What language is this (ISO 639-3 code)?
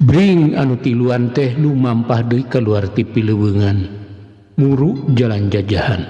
sun